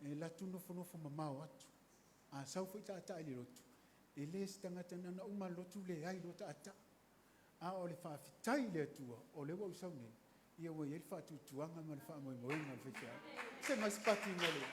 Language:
Samoan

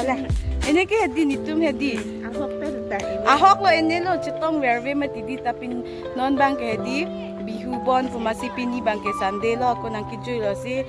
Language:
Karbi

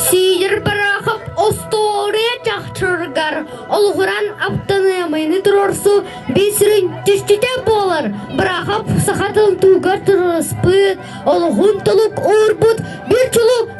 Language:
Yakut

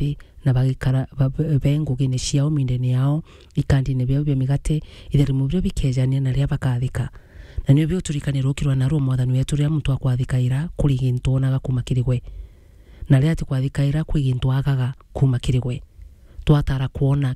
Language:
Meru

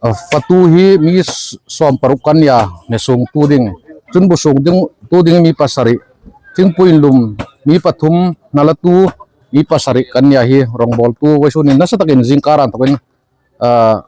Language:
Hmar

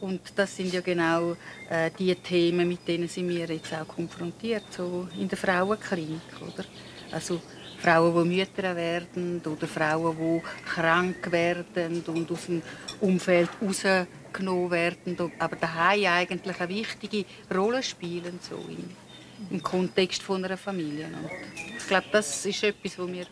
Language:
Swiss German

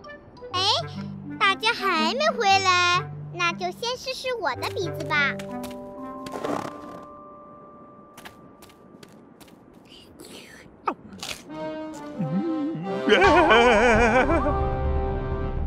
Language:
Chinese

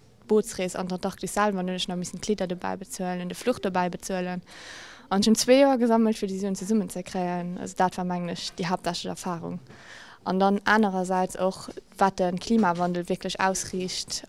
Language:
Luxembourgish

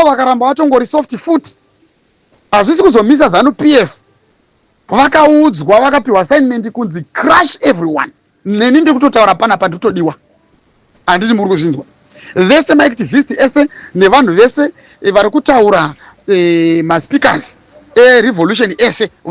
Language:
Shona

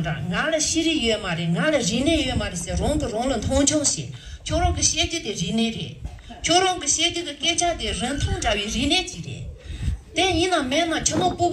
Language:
Tibetan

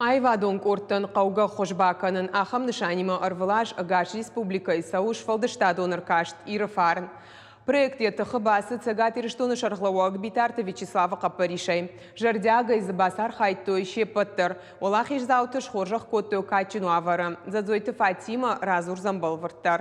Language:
Ossetic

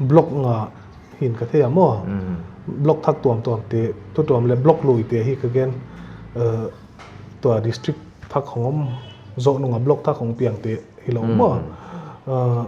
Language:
Paite Chin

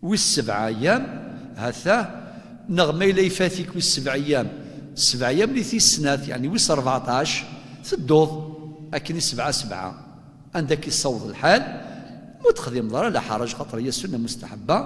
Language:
Kabyle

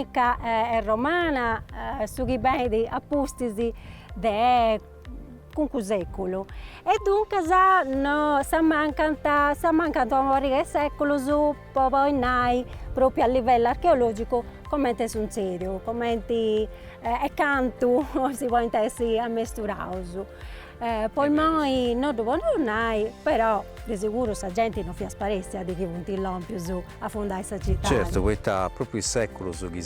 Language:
Sardinian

